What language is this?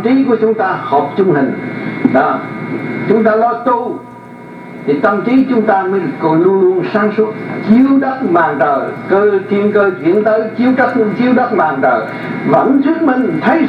Vietnamese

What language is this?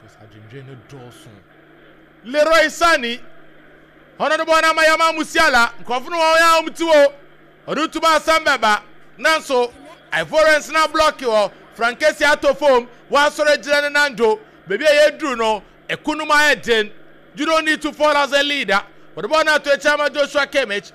Akan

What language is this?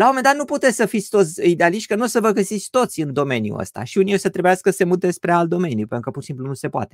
Romanian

